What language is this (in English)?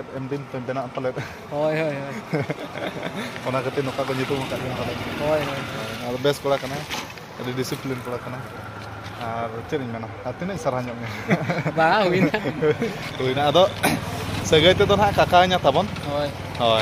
Santali